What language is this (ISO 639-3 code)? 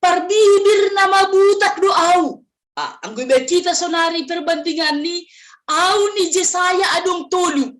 bts